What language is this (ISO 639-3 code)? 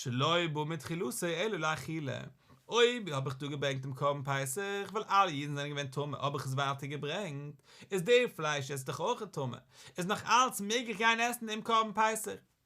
yid